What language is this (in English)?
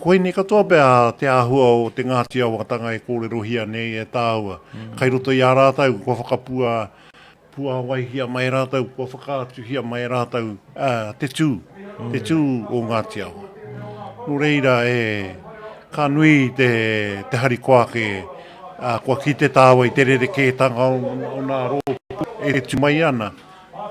Māori